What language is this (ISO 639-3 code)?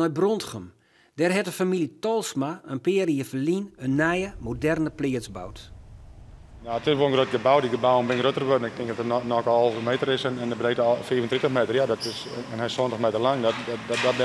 fry